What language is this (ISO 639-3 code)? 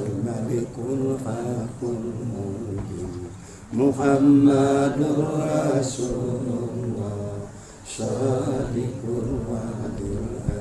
min